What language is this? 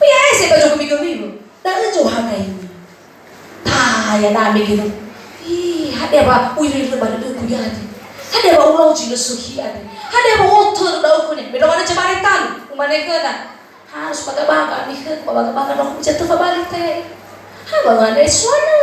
Nias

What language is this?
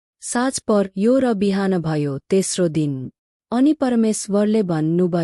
Nepali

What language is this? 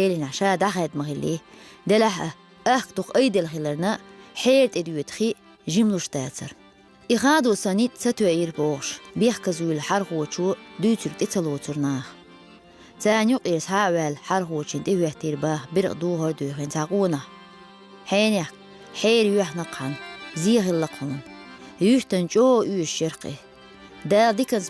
Chechen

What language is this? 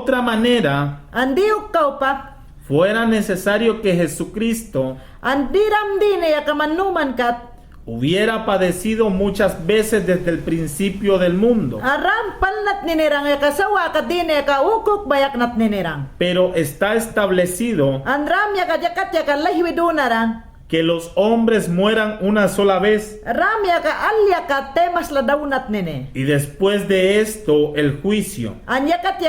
Mayangna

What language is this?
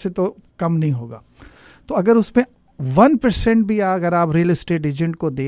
Urdu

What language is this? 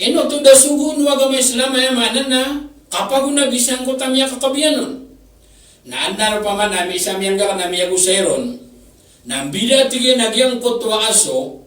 Maranao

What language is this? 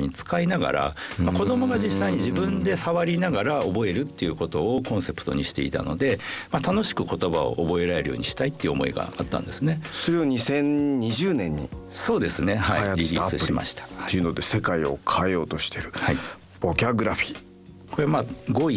Japanese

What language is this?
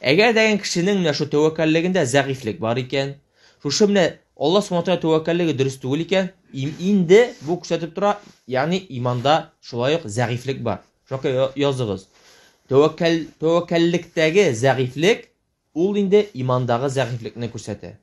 Tatar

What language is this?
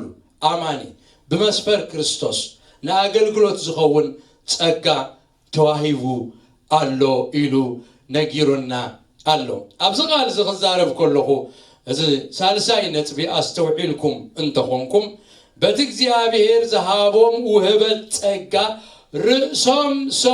Tigrinya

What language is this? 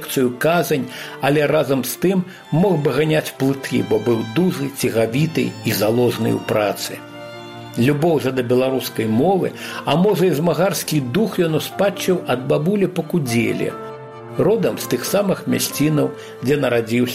Belarusian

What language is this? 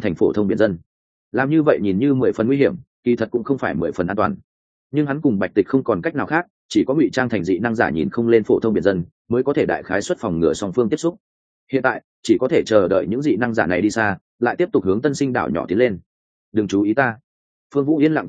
Vietnamese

